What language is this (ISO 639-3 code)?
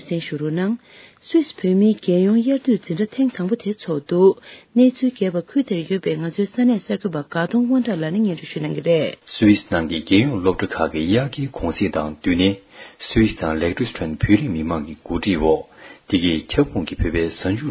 bod